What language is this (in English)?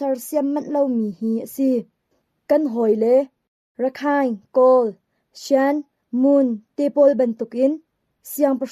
Hakha Chin